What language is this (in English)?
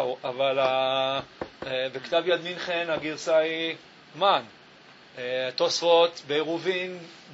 Hebrew